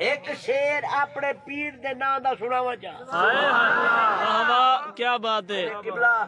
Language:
Saraiki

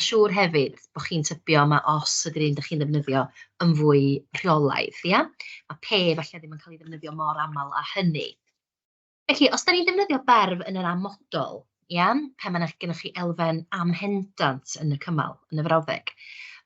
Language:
Welsh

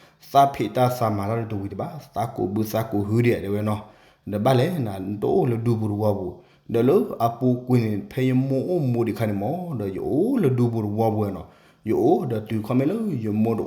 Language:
S'gaw Karen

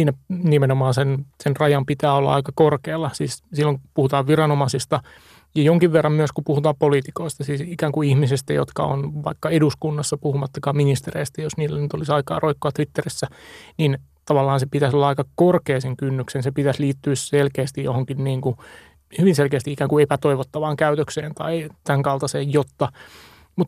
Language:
Finnish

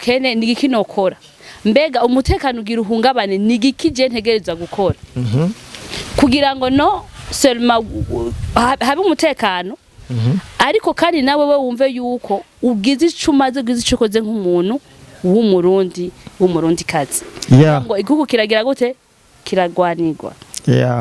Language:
Rundi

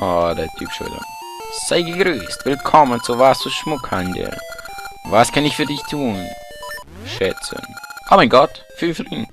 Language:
Swiss German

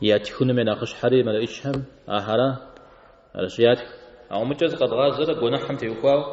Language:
Kabardian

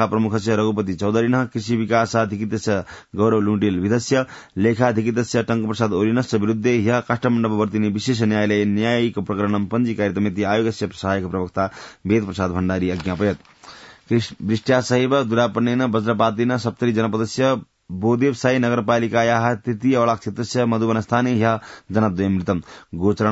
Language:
Sanskrit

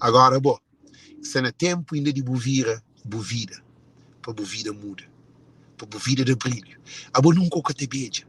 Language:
Kabuverdianu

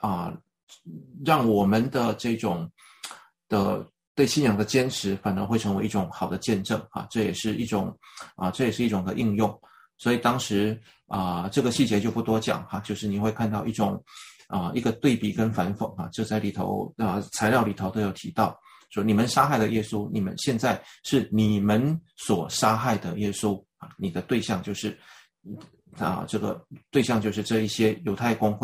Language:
Chinese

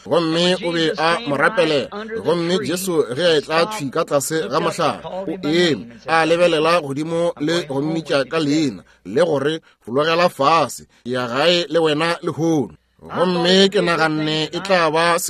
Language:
Northern Sotho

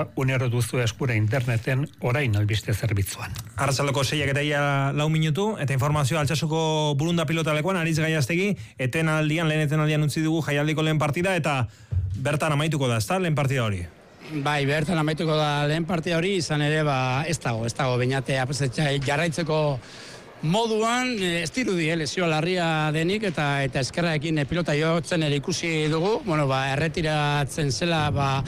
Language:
Basque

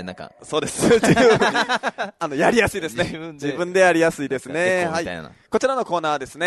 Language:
Japanese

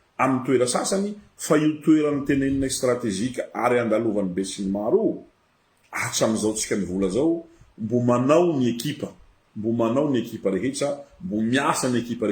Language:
Malagasy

